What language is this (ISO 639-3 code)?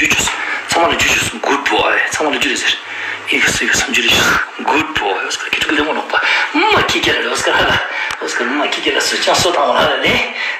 lbj